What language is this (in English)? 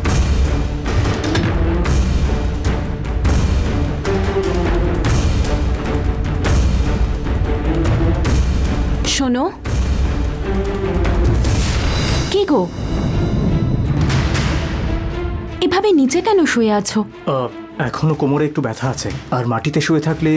Bangla